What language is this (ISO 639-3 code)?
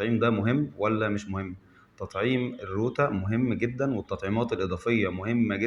arz